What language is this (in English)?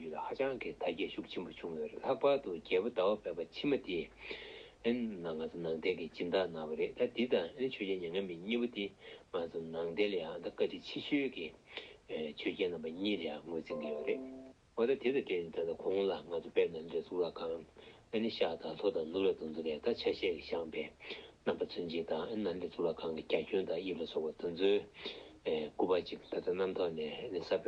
Tibetan